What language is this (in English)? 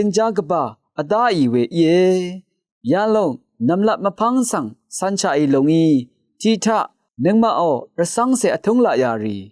Rawang